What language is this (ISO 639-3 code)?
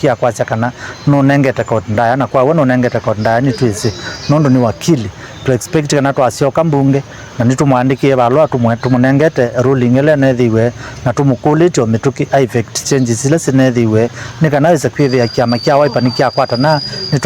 kam